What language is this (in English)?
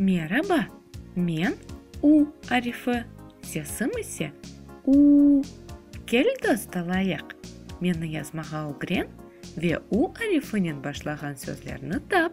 Crimean Tatar